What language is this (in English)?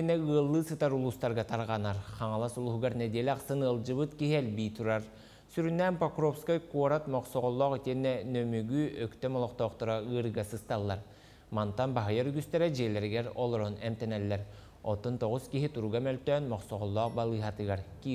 Yakut